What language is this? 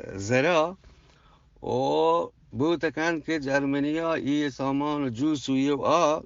Eastern Balochi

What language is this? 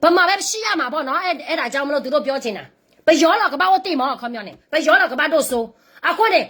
S'gaw Karen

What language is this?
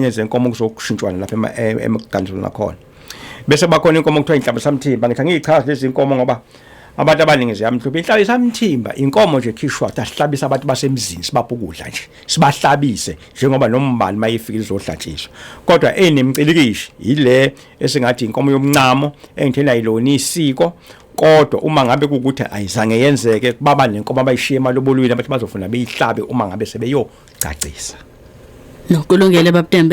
Zulu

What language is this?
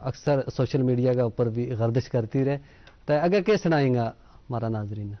Gujari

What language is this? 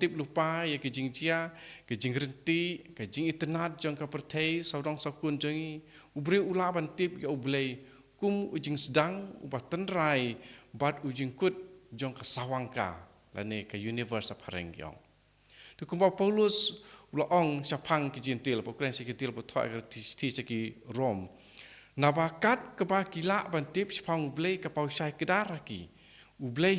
Khasi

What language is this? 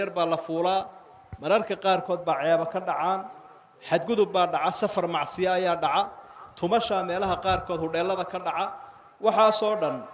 Somali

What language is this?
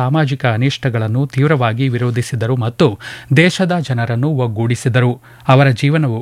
Kannada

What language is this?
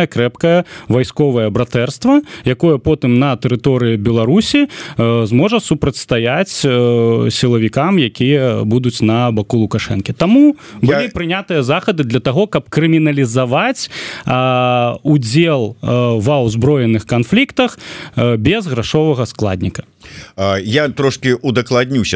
Belarusian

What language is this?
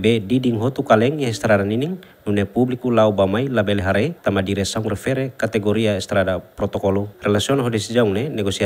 Tetum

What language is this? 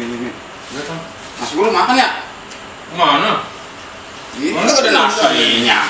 Betawi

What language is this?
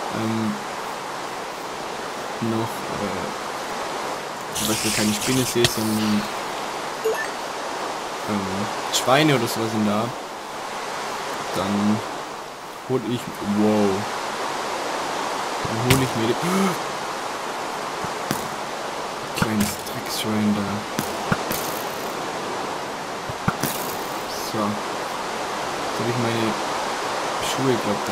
German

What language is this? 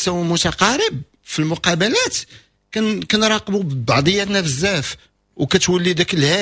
Moroccan Arabic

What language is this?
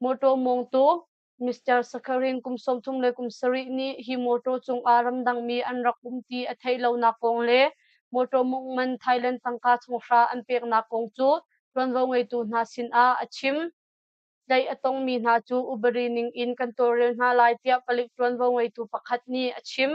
Hakha Chin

